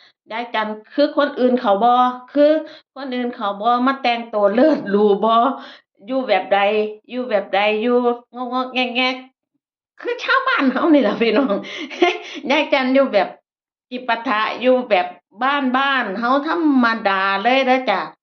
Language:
Northeastern Thai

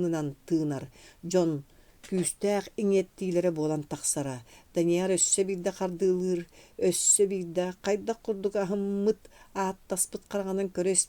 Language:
Yakut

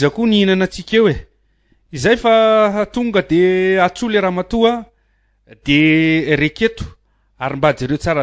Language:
Malagasy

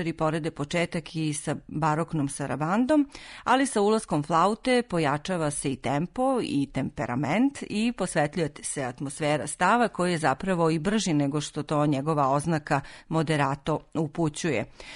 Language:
Serbian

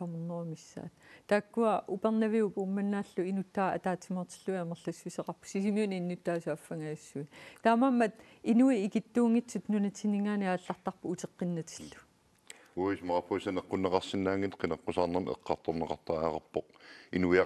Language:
Kalaallisut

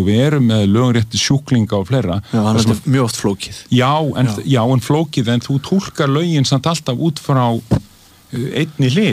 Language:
Icelandic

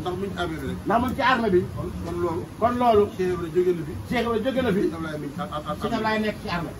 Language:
Wolof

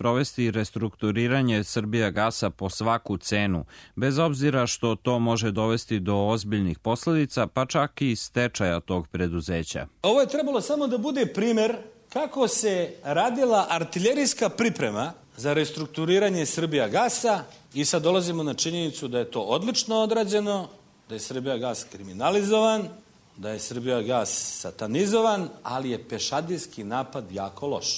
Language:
Serbian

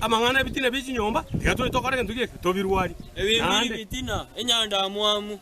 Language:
Gusii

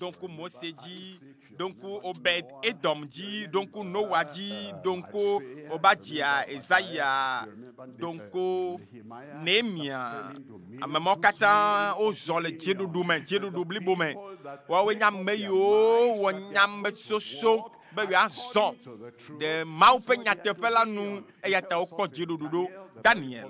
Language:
Ewe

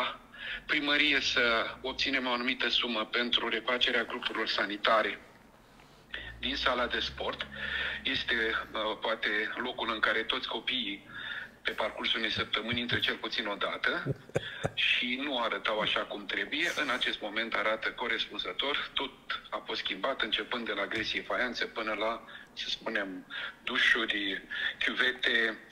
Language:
Romanian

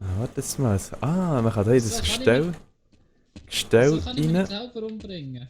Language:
Swiss German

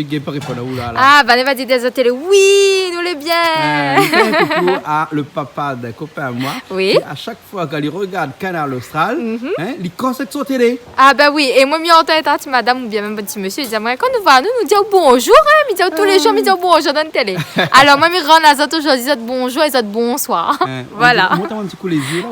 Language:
Réunion Creole French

